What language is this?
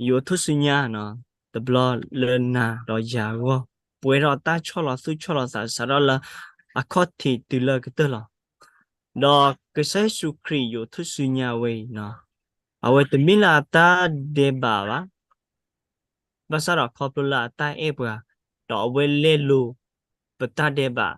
S'gaw Karen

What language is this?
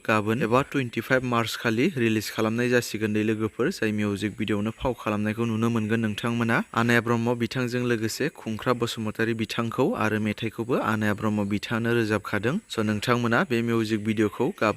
Bodo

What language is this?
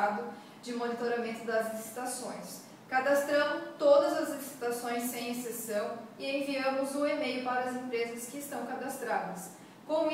Portuguese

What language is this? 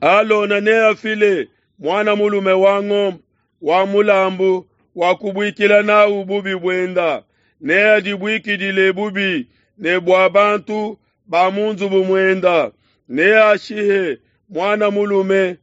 Luba-Lulua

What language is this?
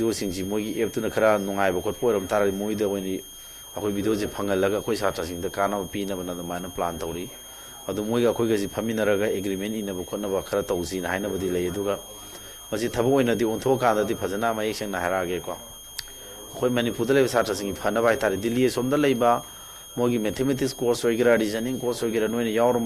Manipuri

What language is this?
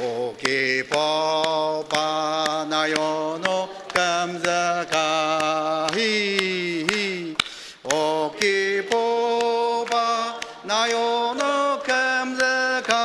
Ao Naga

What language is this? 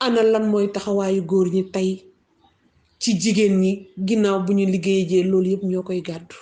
Wolof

